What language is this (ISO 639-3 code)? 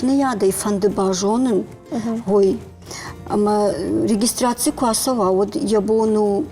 oss